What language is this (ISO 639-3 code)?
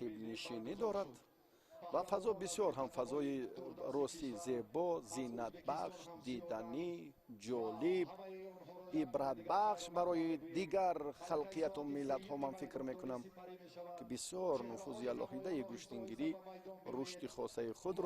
tgk